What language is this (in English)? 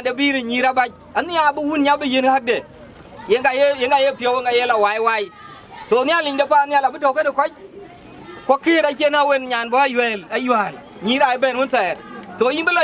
Nuer